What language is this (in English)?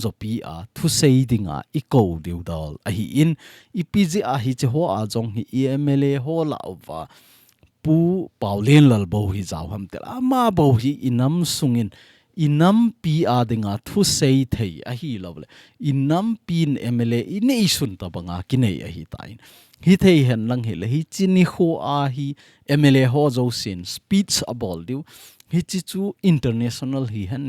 Thado Chin